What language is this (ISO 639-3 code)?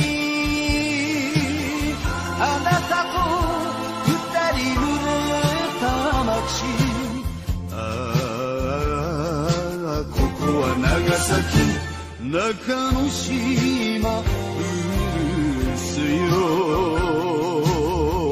jpn